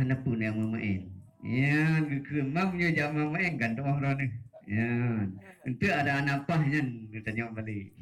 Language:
Achinese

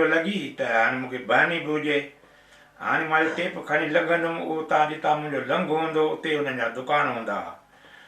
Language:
Sindhi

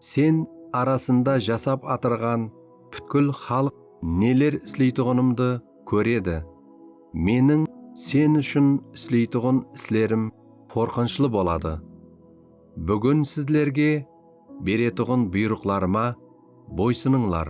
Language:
Kara-Kalpak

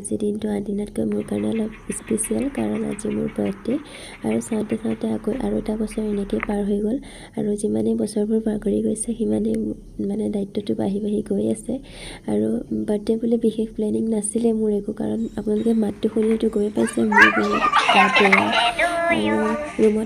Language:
Assamese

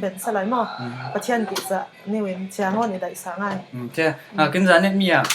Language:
Falam Chin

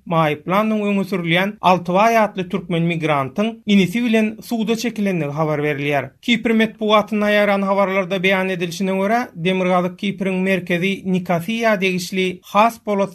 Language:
Turkmen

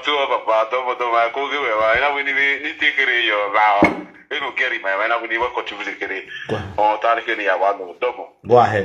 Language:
Nigerian Pidgin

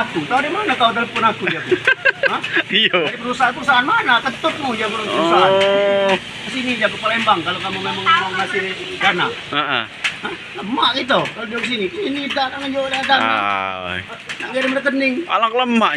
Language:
Musi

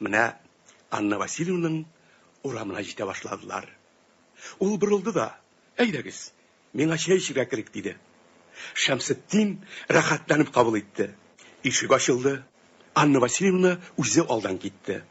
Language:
Tatar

